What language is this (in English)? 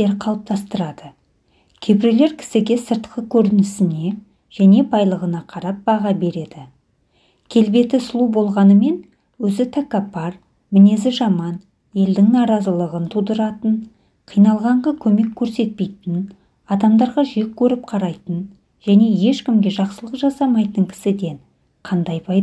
Kazakh